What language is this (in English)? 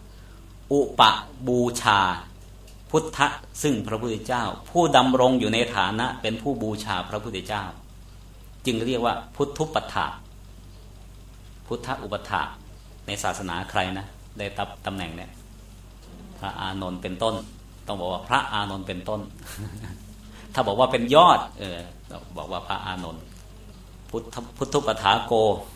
Thai